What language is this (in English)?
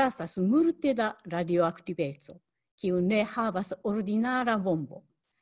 Esperanto